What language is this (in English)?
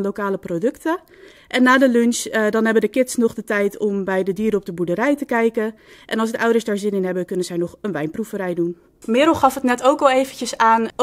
Dutch